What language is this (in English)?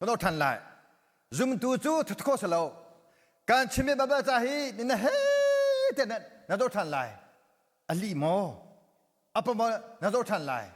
Hakha Chin